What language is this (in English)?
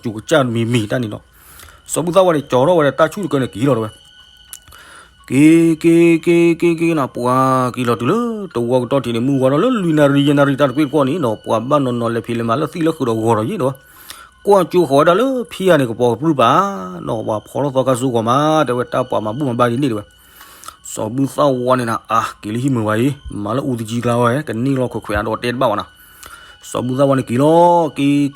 S'gaw Karen